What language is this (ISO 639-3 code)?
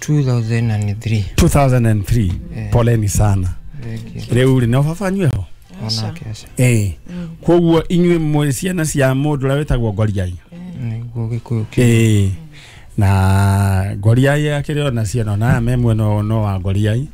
kik